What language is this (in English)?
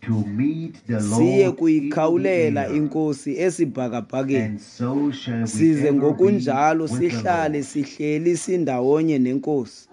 Xhosa